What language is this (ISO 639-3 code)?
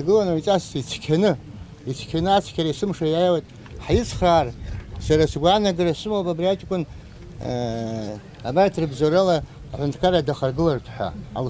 abk